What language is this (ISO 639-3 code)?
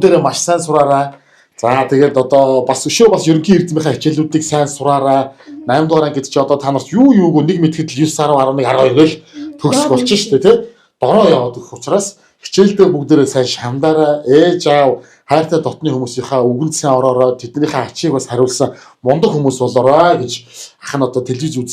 mon